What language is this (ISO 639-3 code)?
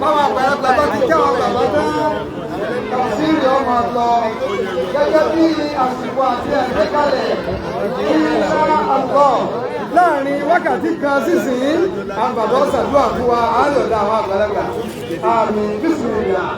yor